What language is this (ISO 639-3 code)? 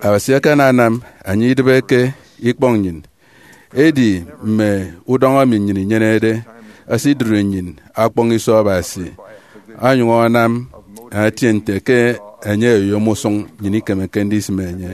efi